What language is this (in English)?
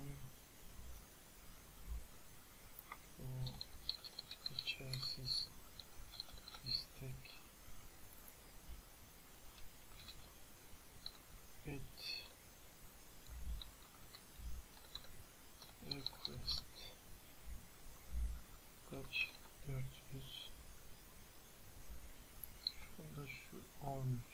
Turkish